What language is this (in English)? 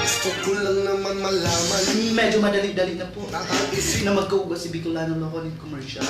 Bikol